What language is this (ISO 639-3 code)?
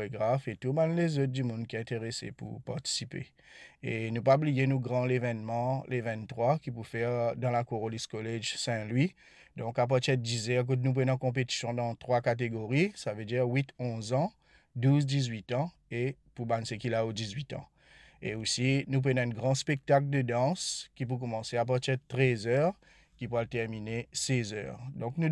mfe